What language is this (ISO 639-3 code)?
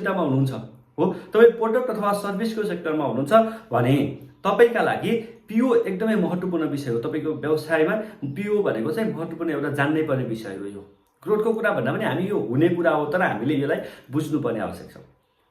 nep